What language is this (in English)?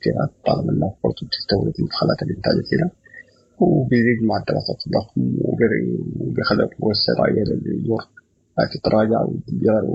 Sudanese Arabic